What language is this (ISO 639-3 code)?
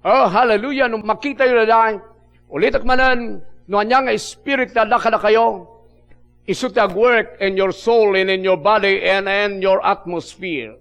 ilo